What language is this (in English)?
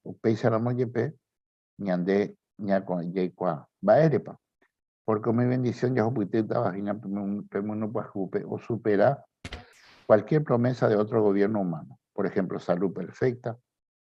Guarani